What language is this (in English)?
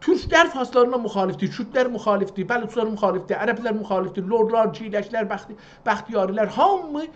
South Azerbaijani